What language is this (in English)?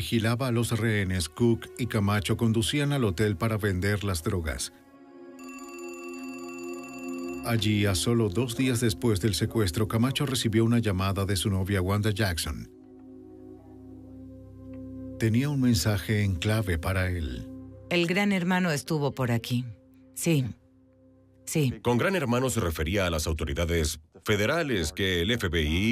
Spanish